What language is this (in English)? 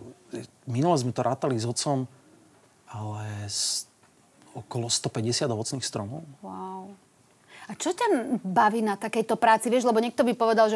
Slovak